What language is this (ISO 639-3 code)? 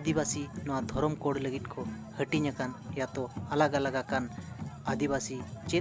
sat